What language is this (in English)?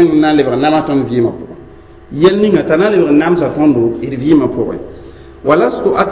Mossi